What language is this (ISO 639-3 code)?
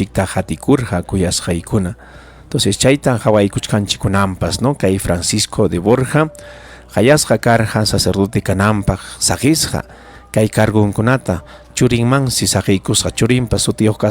quy